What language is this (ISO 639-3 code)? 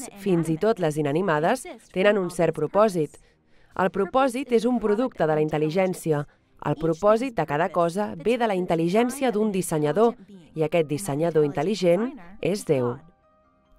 cat